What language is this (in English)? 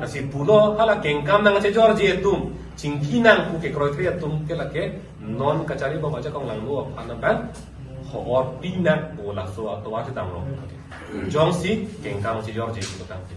Karbi